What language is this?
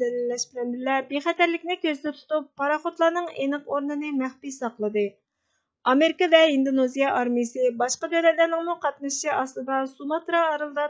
Uyghur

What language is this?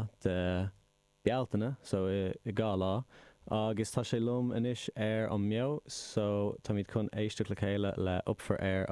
Irish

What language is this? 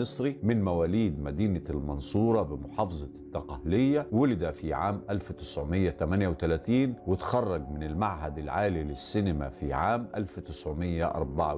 Egyptian Arabic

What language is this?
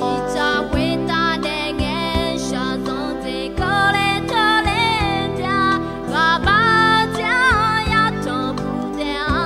Akha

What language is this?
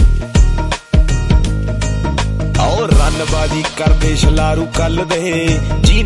Punjabi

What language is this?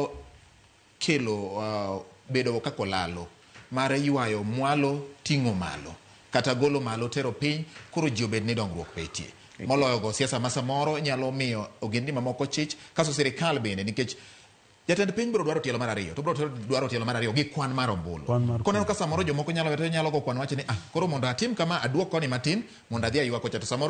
Luo (Kenya and Tanzania)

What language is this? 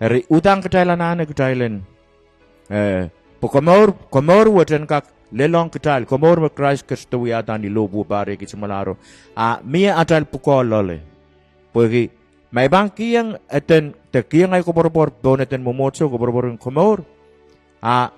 Pohnpeian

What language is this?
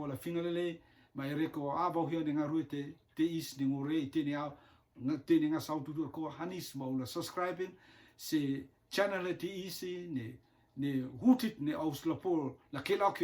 Rotuman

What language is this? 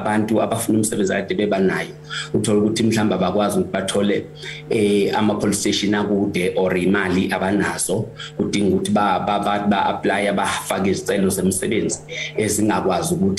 Zulu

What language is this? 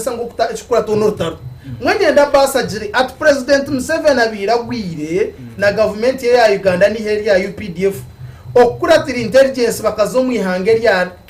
Nyankole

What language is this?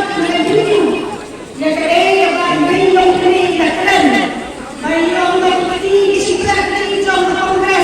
Khasi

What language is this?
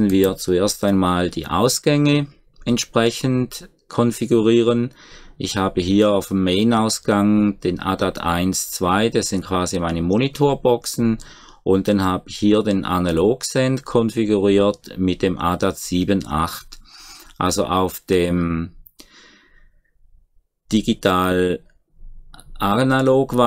German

